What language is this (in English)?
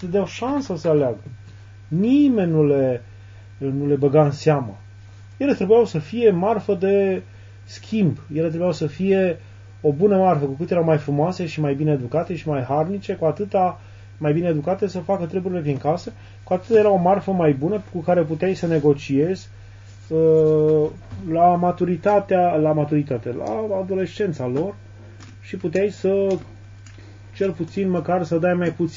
Romanian